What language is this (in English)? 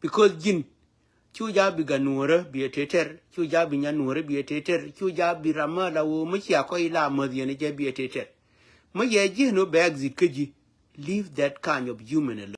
Nuer